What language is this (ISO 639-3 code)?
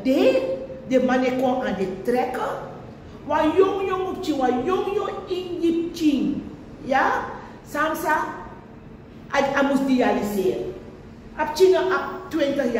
srn